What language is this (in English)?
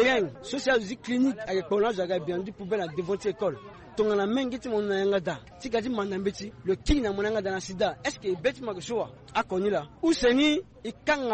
Sango